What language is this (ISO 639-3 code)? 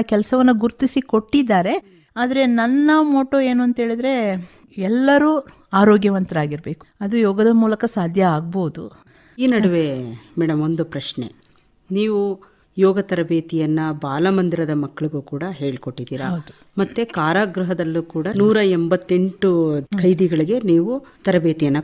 kan